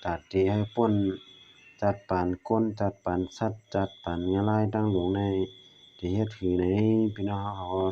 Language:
Shan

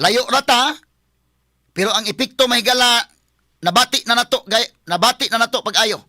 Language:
Cebuano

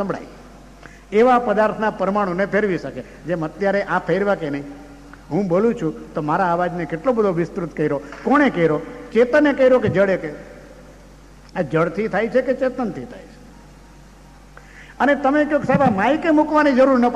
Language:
Gujarati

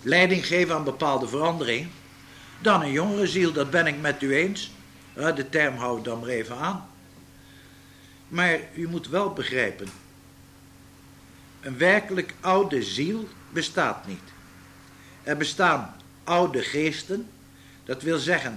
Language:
Dutch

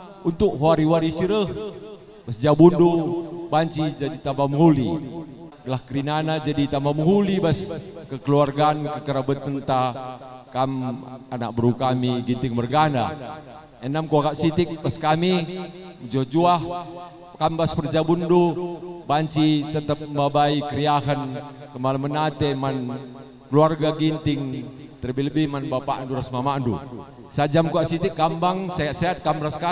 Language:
Batak Karo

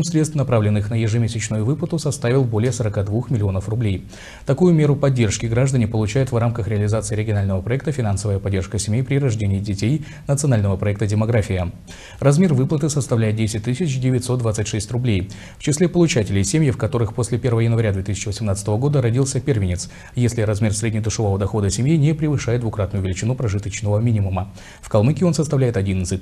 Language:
Russian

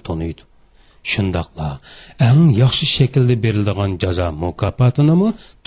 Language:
Uyghur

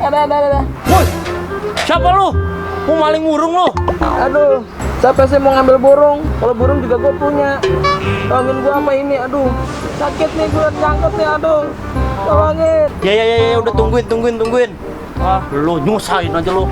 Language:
Betawi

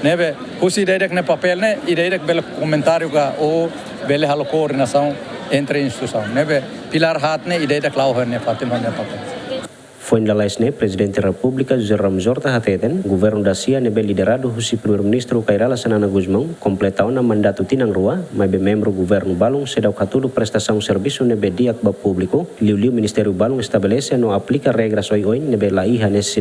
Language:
Tetum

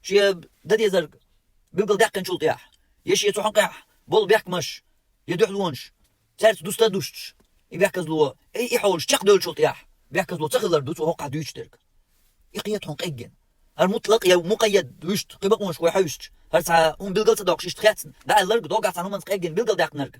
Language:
Chechen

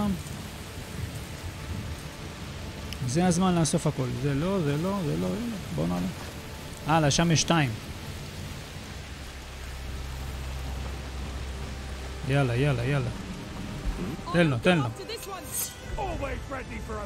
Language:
Hebrew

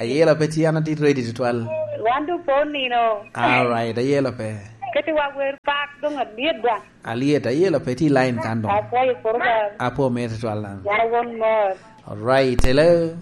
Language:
Lango (Uganda)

